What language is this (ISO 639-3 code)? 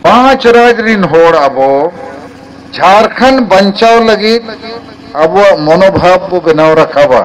sat